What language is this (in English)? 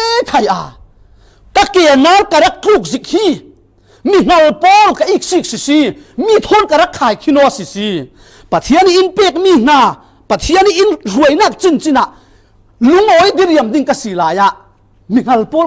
Falam Chin